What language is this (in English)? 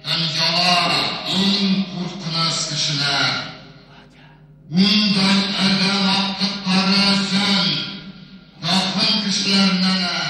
Bashkir